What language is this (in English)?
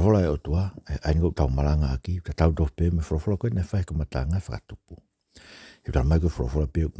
Tongan